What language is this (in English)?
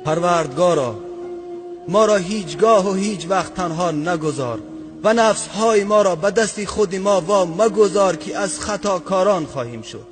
Tajik